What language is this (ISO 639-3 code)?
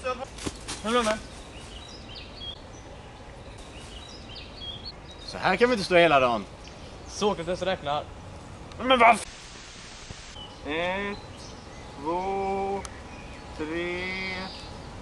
swe